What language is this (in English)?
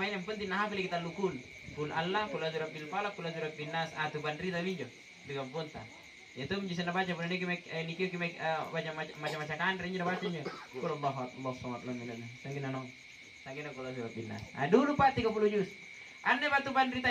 Makasar